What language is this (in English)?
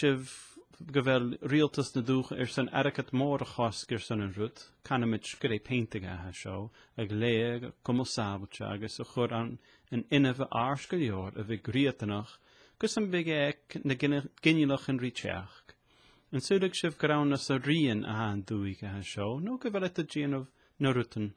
Scottish Gaelic